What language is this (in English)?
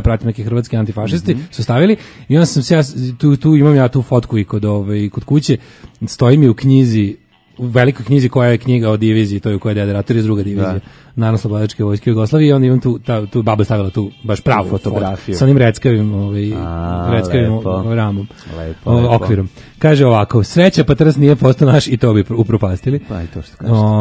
Serbian